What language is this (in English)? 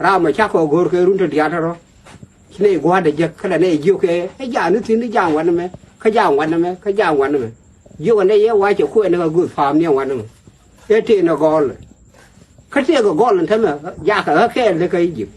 Nuer